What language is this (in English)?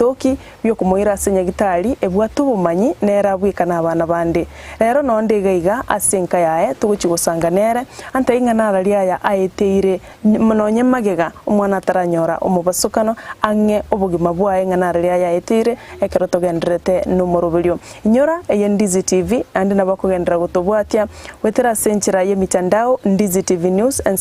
Gusii